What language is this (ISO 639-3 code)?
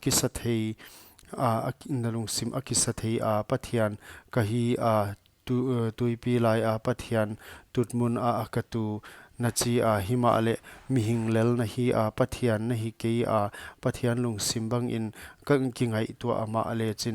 pck